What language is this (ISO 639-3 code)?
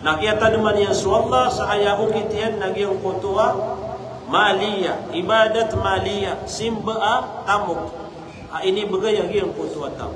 mrw